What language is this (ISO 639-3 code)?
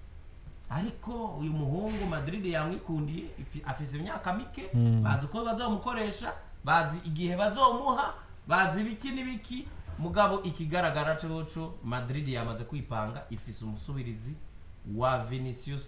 run